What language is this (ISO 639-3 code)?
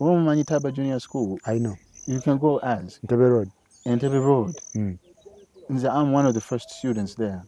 lug